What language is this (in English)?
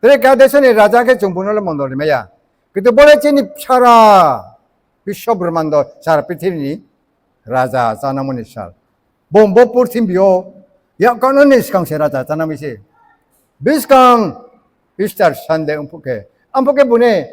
Riang (India)